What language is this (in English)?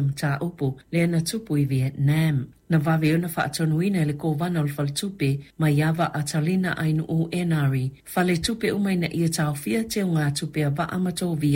Samoan